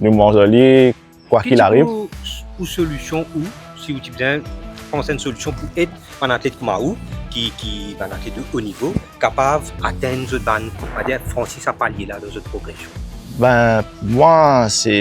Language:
Morisyen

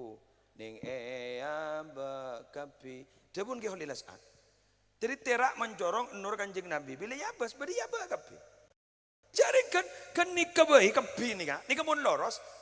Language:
Madurese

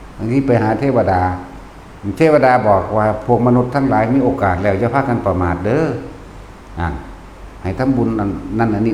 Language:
Northeastern Thai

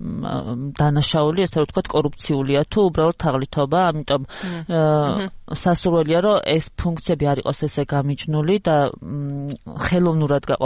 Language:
Georgian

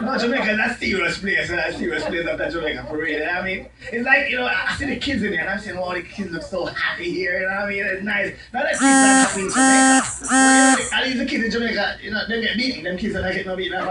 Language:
Jamaican Creole English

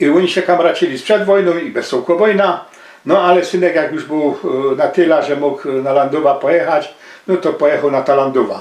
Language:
Silesian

